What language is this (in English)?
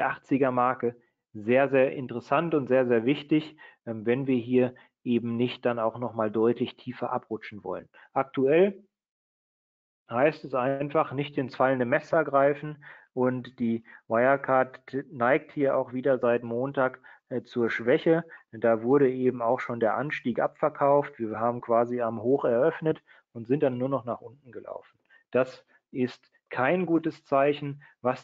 German